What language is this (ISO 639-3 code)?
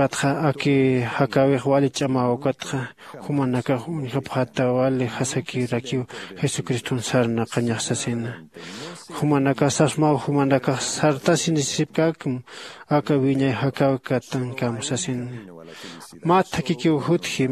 aym